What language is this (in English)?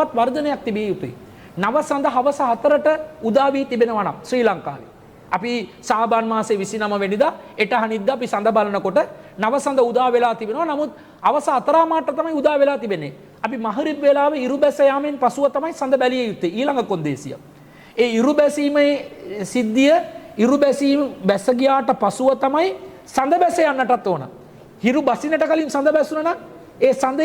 Sinhala